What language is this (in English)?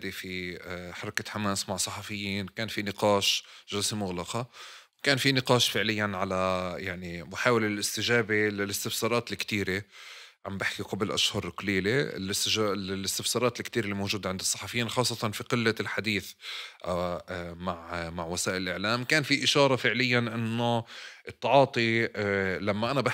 North Levantine Arabic